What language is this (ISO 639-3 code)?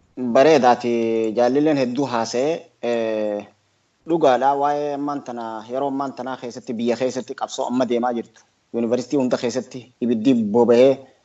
orm